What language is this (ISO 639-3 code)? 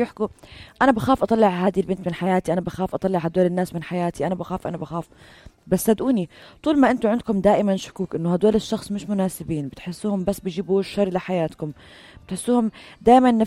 apc